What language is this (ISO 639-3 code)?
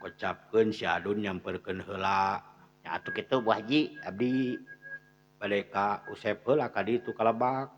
sun